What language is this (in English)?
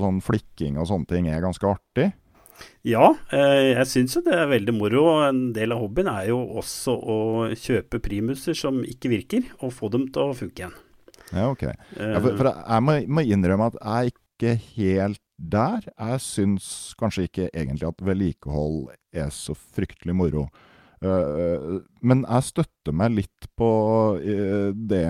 Norwegian